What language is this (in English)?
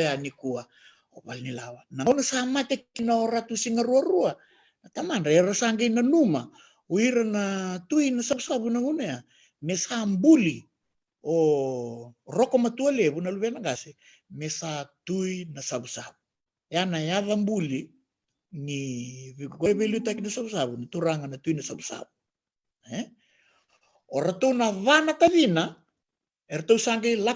Fijian